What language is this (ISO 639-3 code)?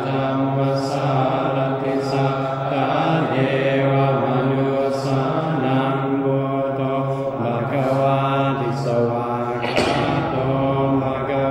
pli